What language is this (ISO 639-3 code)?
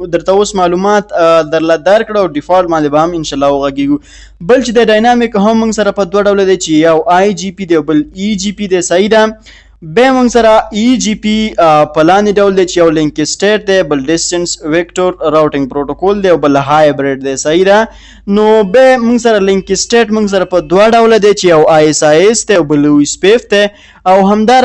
pus